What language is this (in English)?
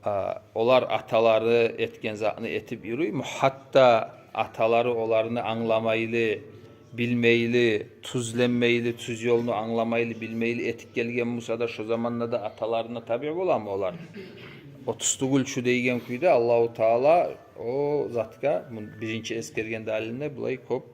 Kumyk